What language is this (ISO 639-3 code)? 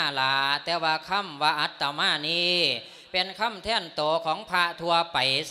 lao